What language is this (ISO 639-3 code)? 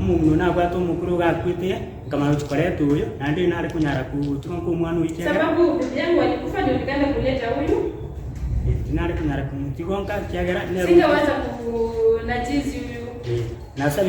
guz